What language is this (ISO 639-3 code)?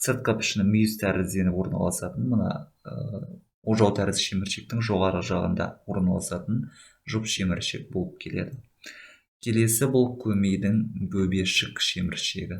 kaz